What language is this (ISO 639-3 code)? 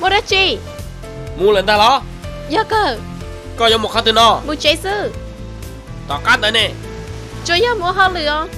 hmn